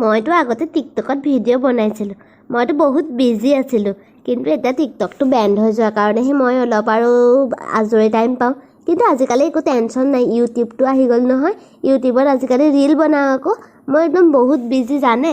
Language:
Assamese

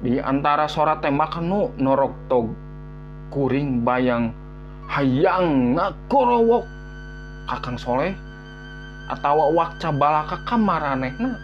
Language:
Sundanese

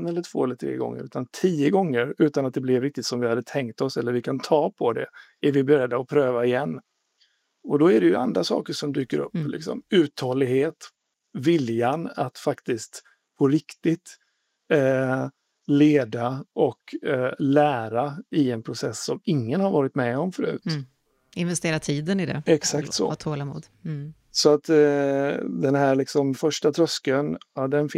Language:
Swedish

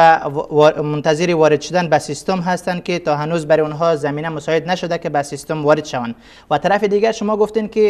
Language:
Persian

